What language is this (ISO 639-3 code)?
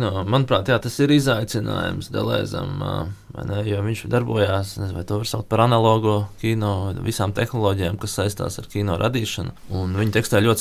lav